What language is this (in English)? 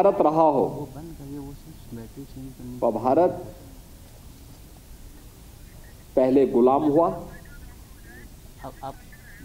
Hindi